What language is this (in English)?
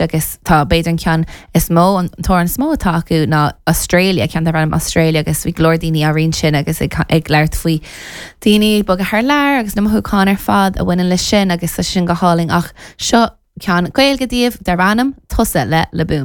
Irish